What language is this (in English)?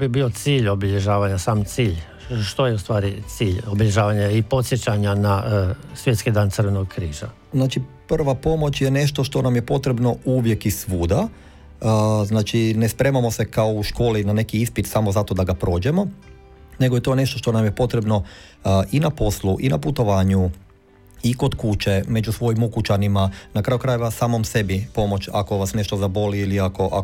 Croatian